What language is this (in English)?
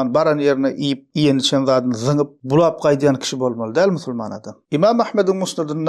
Turkmen